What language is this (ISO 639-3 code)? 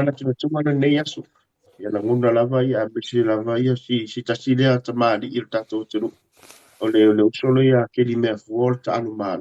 smo